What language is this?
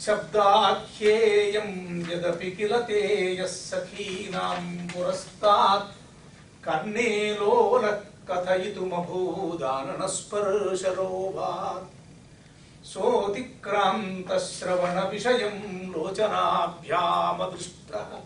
Sanskrit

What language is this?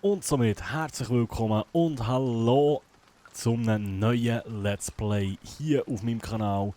Swiss German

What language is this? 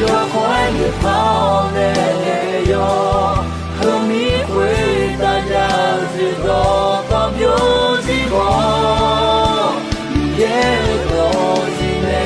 Akha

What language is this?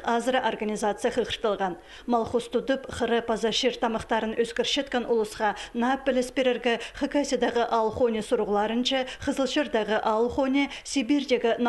Khakas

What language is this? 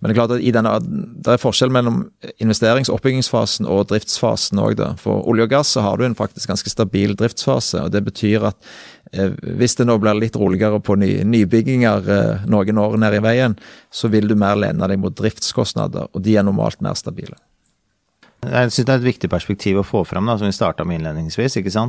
Norwegian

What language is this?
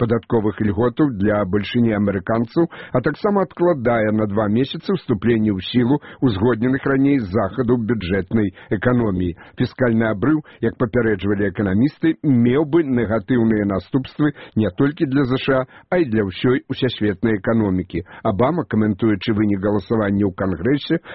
Belarusian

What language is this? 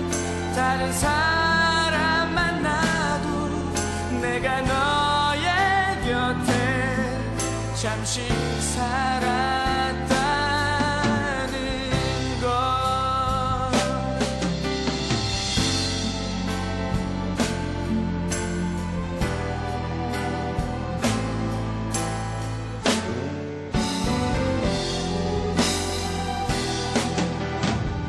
Korean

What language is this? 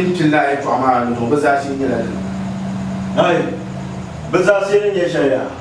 Dagbani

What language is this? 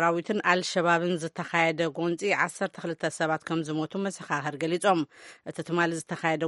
Tigrinya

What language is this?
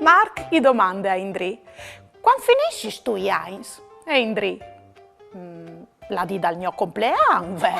Friulian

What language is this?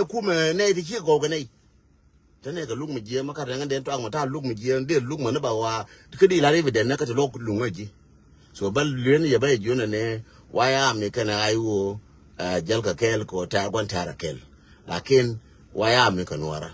Nuer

